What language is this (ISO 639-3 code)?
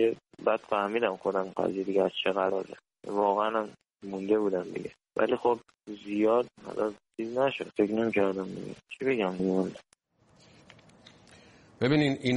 fas